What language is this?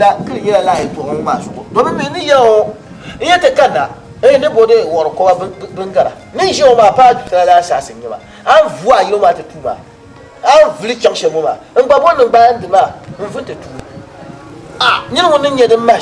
Dagbani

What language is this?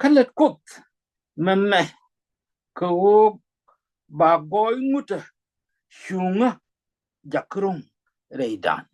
Nuer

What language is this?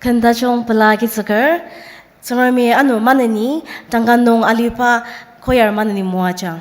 Ao Naga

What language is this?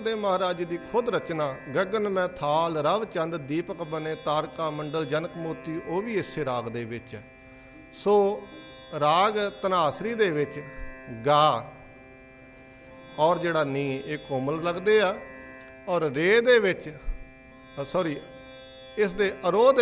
Punjabi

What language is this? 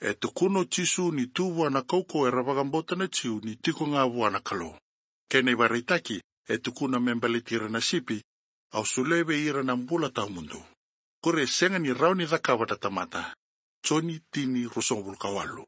Fijian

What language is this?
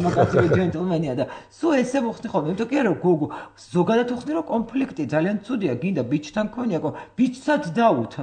Georgian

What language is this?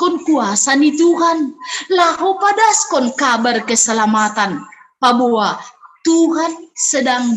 Batak Simalungun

